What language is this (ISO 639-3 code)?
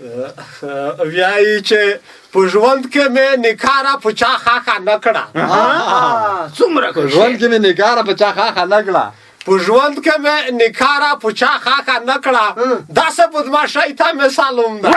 pus